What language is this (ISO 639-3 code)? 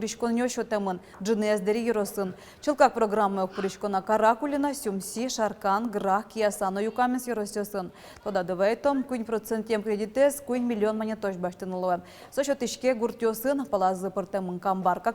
udm